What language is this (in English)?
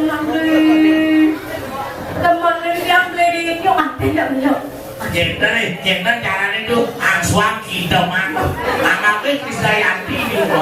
Balinese